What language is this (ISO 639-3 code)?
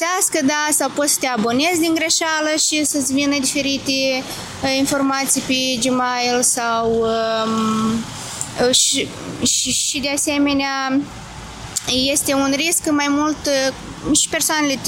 ron